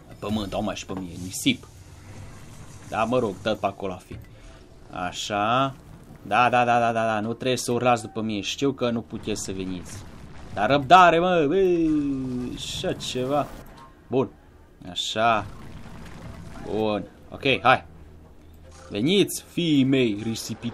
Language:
Romanian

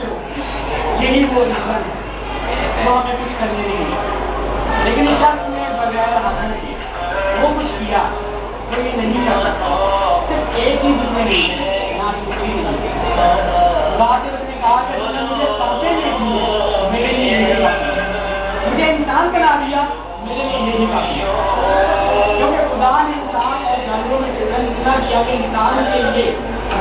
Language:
Urdu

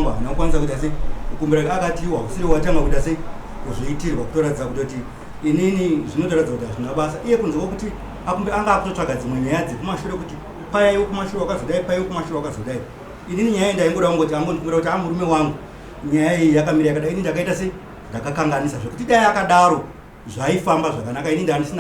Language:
Shona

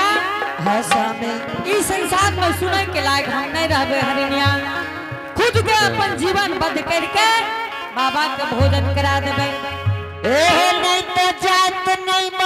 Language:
Angika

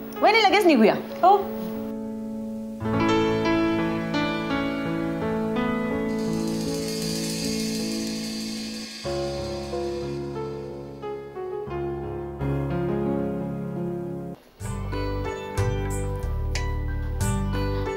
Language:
Marathi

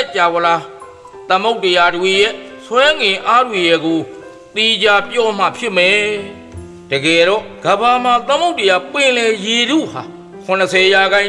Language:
Burmese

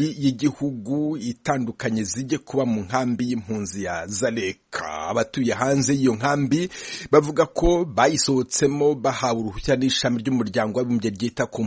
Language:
Kinyarwanda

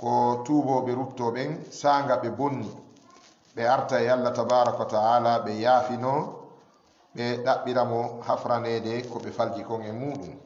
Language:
Fula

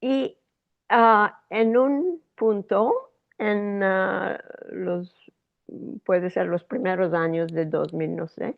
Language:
Ladino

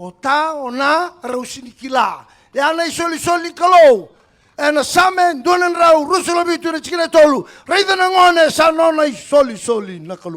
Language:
Fijian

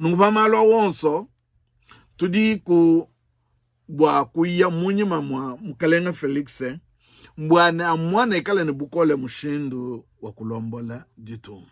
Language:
Luba-Lulua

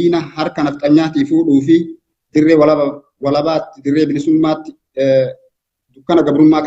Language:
Oromo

